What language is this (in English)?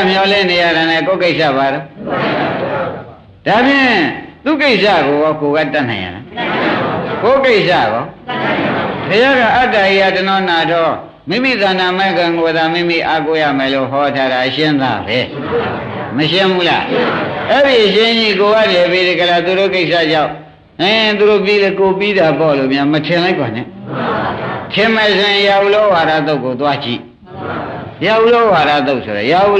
Burmese